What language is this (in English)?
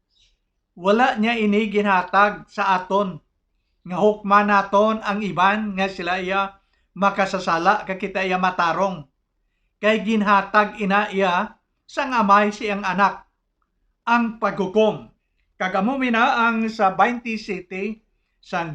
Hiligaynon